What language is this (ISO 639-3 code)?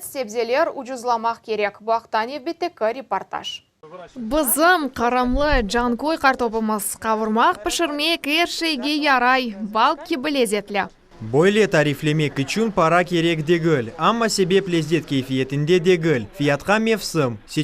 crh